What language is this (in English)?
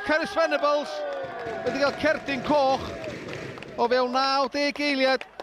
Welsh